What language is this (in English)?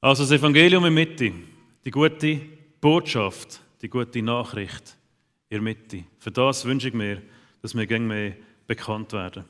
Swiss German